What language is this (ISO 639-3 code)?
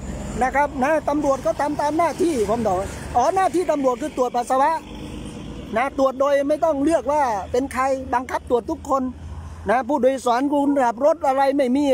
tha